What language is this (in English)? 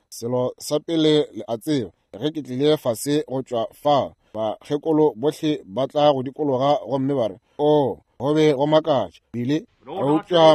Northern Sotho